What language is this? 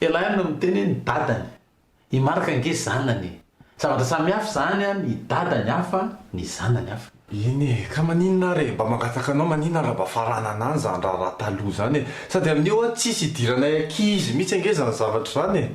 Malagasy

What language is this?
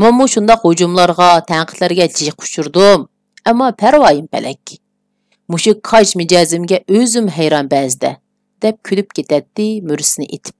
Uyghur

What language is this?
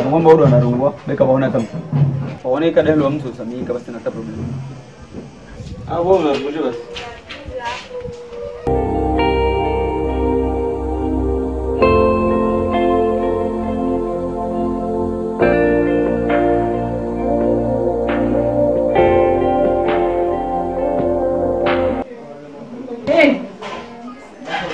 Swahili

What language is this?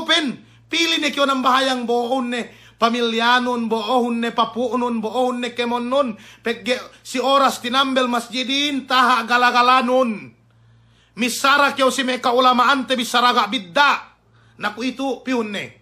Yakan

